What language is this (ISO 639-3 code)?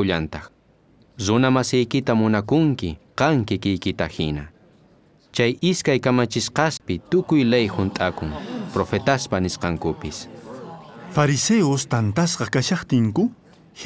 quh